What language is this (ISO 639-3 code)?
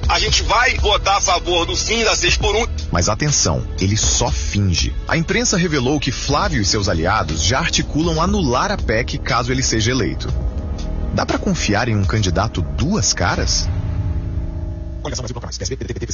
por